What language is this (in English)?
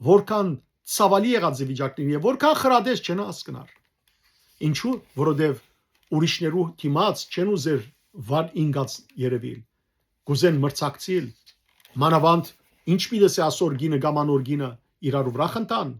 Western Armenian